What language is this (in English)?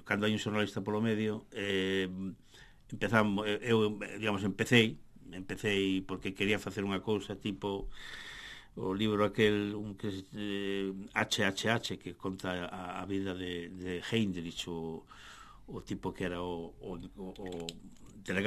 Galician